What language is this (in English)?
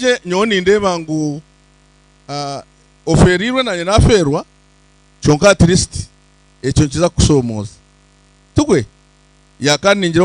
Nyankole